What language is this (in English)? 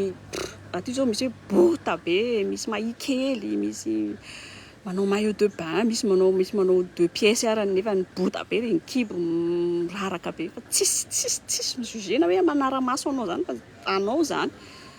Malagasy